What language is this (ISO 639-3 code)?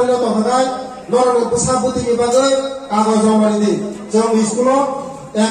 ria